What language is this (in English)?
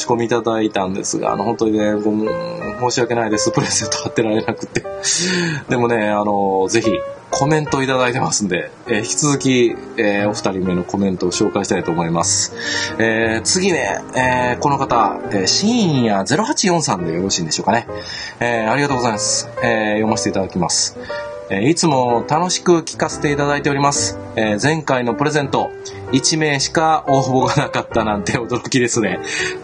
Japanese